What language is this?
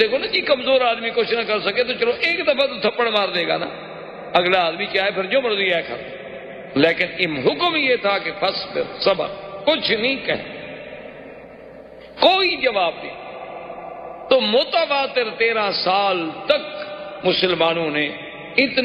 Urdu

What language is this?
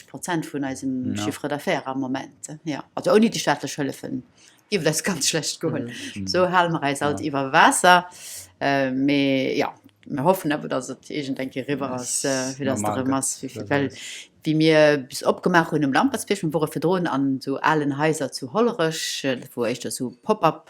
Luxembourgish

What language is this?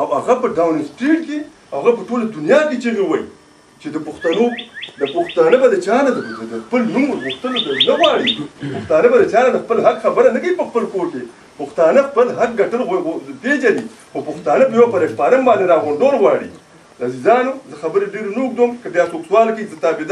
Pashto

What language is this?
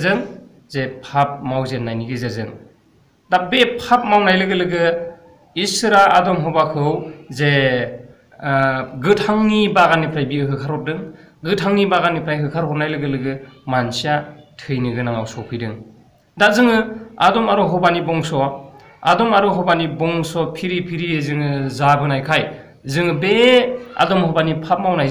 Bodo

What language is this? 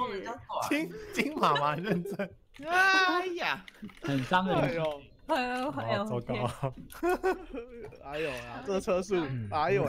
Chinese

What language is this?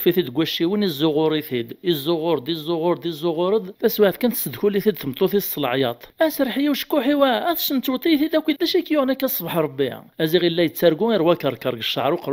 Kabyle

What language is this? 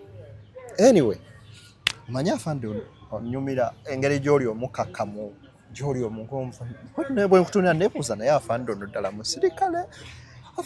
Ganda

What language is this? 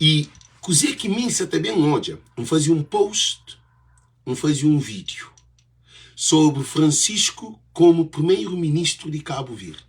Kabuverdianu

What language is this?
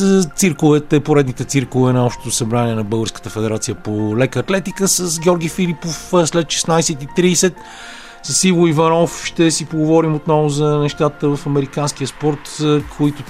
Bulgarian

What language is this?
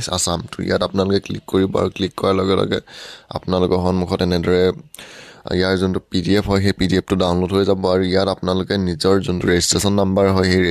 Assamese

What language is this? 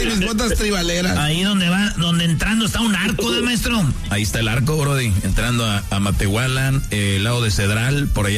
Spanish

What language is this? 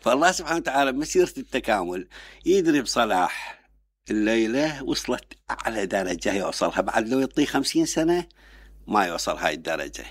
Mesopotamian Arabic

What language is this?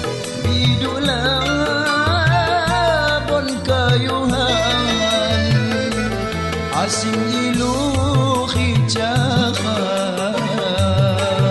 Dutch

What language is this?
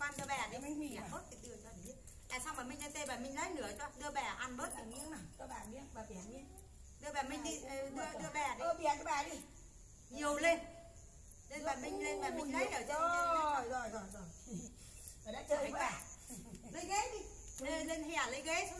Vietnamese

